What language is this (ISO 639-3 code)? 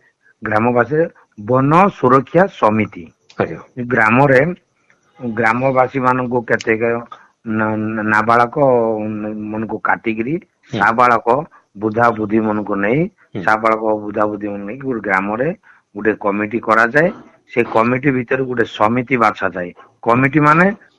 ori